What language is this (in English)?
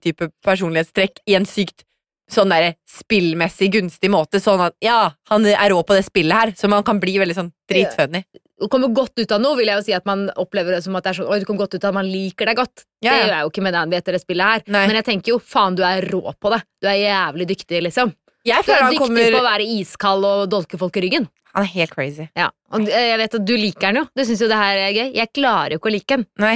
Norwegian